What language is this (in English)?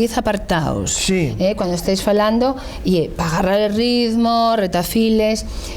Asturian